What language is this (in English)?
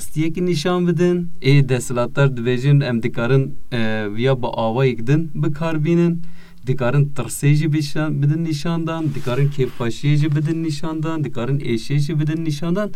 Kurdish